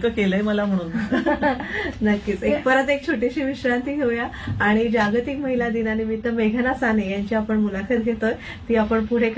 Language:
Marathi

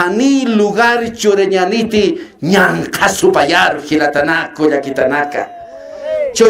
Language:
Aymara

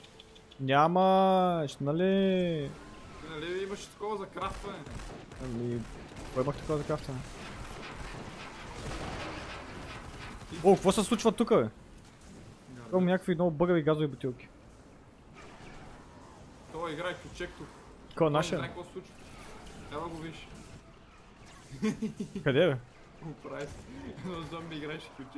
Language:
Bulgarian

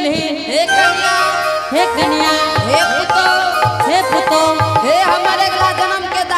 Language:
Angika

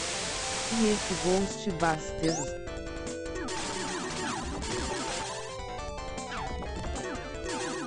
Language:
Portuguese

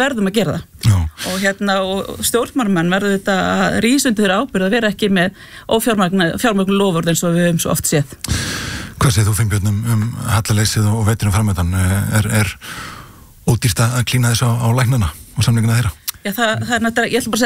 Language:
Icelandic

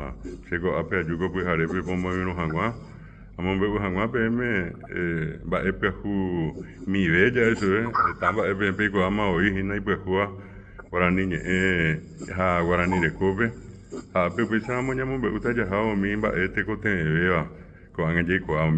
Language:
Guarani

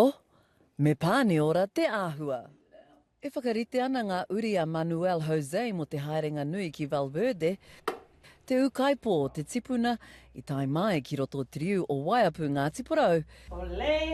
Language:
Māori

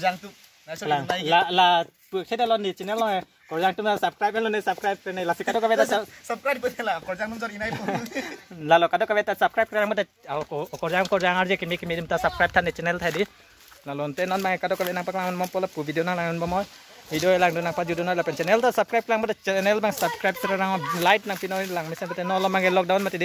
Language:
Karbi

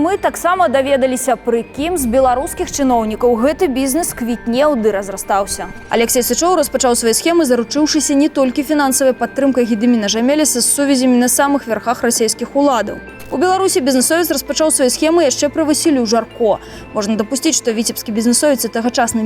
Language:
Belarusian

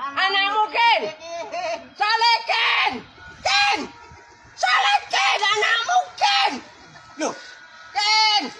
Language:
Betawi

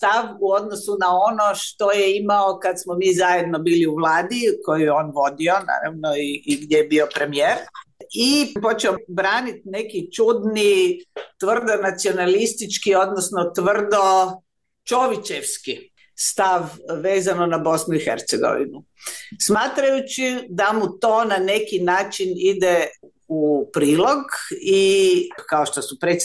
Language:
Croatian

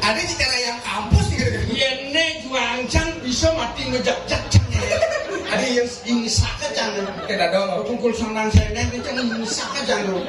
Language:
Balinese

